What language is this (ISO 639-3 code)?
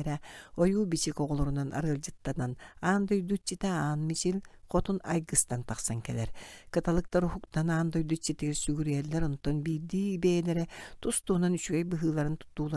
sah